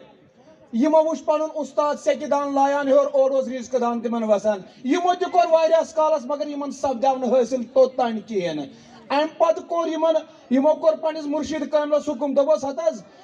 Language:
Kashmiri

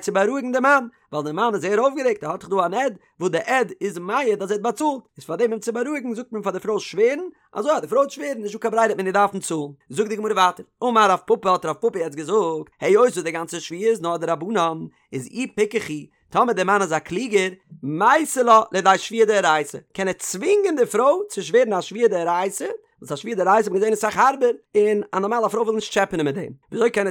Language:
Yiddish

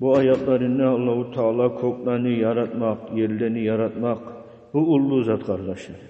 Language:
Kumyk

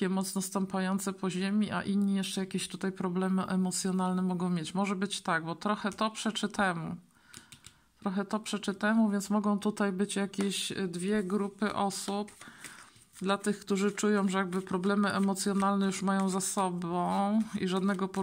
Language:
Polish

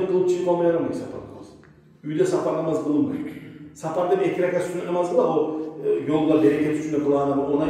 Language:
Kumyk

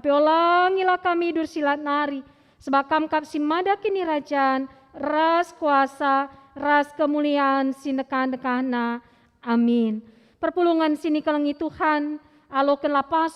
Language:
Batak Karo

